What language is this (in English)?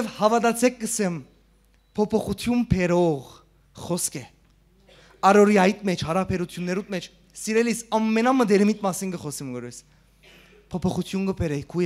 Western Armenian